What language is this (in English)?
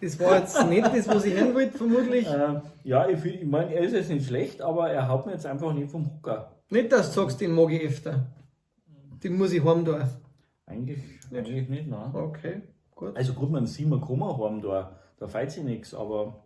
Bavarian